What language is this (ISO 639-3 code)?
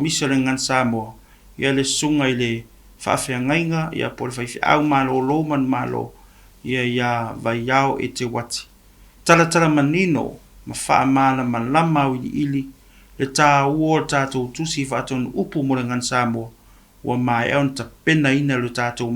smo